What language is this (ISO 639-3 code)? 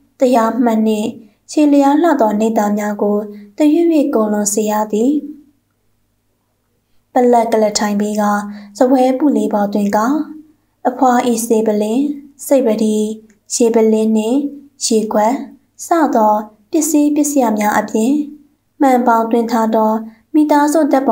mya